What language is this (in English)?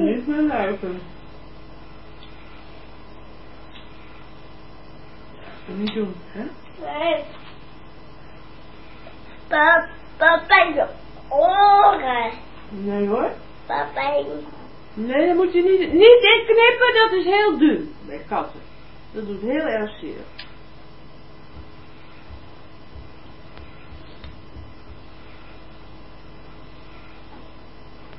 Dutch